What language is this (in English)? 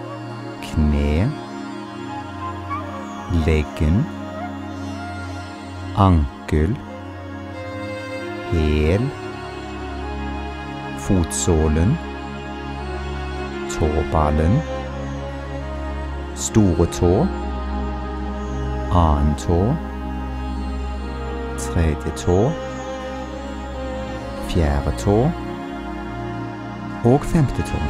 Norwegian